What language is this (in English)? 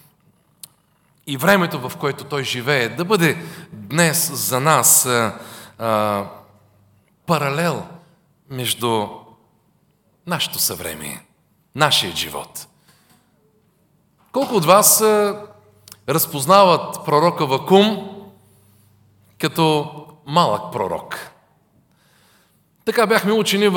Bulgarian